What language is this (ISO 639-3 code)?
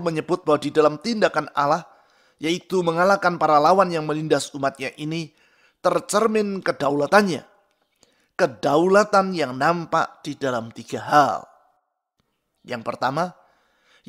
ind